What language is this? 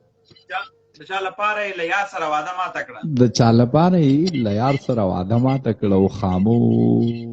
Pashto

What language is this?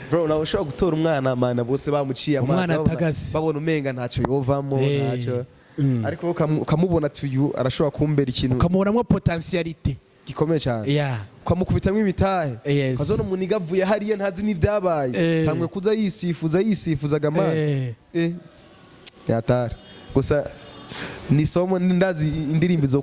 Rundi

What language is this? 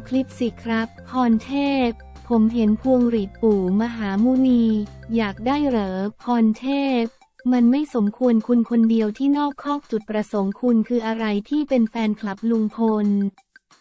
Thai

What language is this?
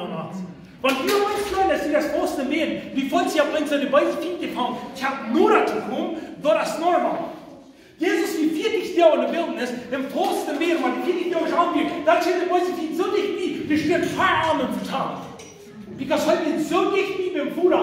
Plautdietsch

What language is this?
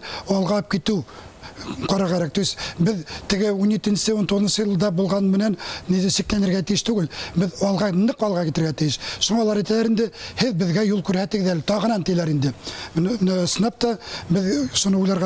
Bashkir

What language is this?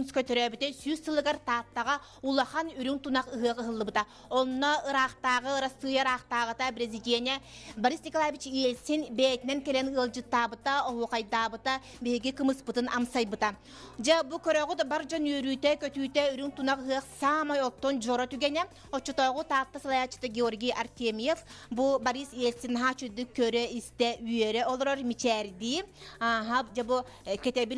Yakut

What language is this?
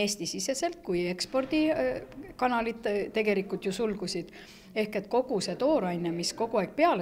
Estonian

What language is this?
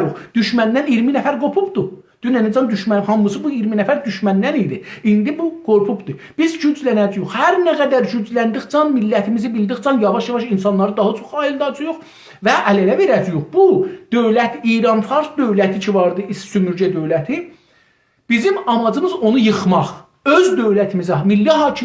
South Azerbaijani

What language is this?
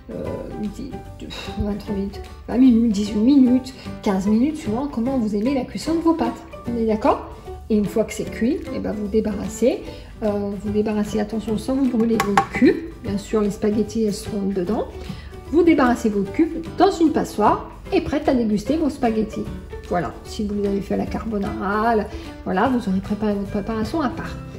French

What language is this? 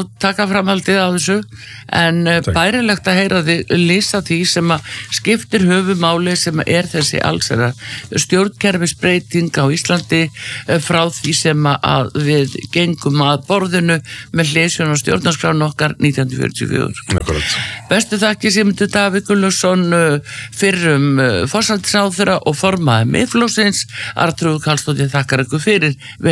Icelandic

